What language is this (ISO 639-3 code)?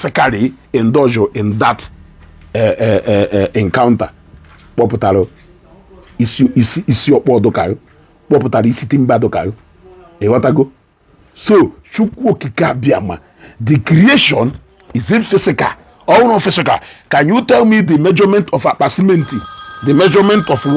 ibo